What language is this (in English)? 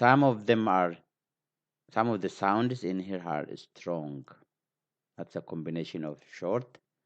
English